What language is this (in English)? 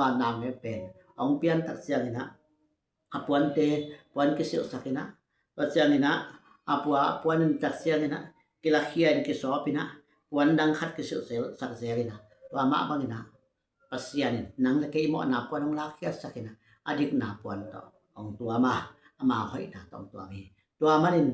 Tedim Chin